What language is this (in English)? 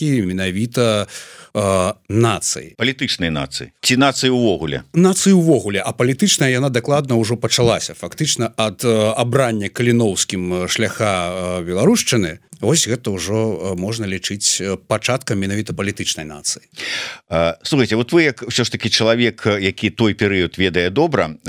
Belarusian